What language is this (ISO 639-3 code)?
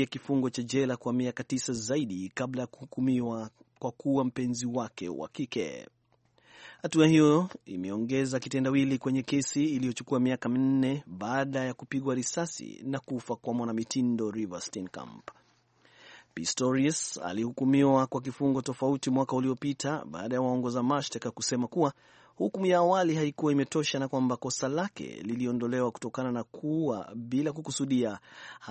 swa